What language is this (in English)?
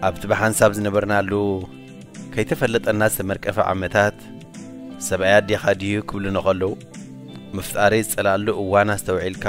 Tigrinya